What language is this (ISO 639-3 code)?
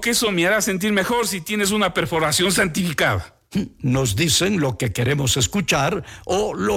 spa